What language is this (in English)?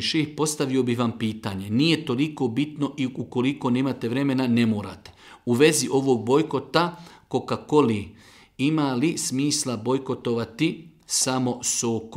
Bosnian